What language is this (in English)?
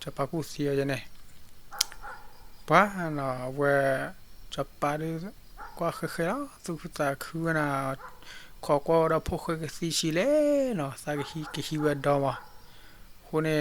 S'gaw Karen